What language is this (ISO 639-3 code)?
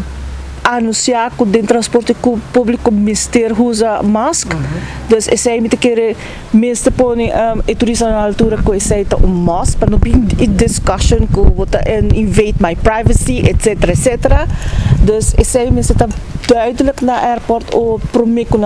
pap